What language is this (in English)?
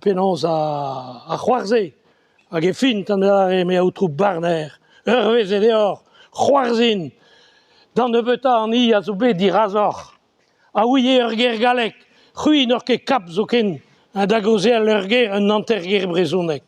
Breton